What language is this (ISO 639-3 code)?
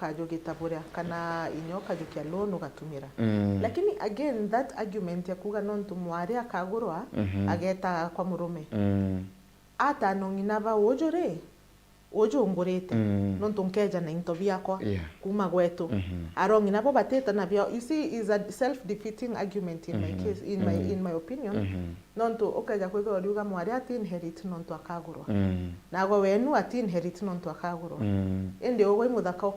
mer